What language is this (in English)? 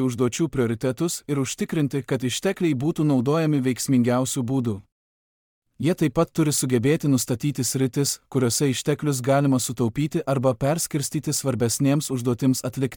Lithuanian